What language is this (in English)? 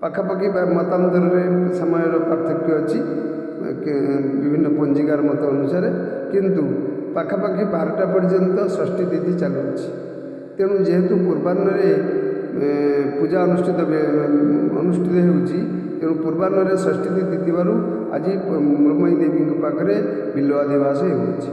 Odia